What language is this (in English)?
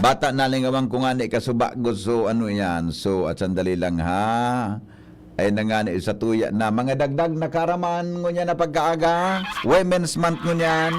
Bikol